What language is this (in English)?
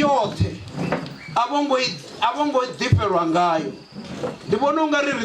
Venda